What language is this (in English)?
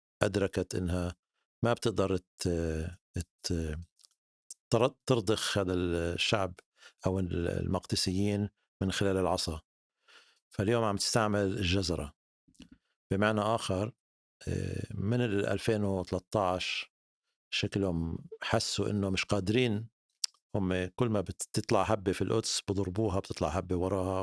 North Levantine Arabic